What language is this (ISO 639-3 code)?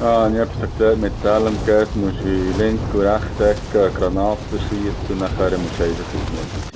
gsw